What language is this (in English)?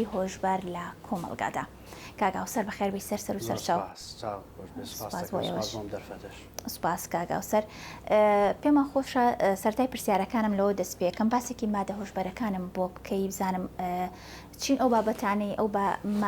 Central Kurdish